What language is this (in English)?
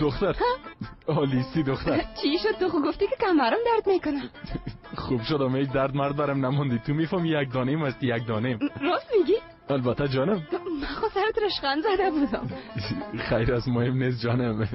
Persian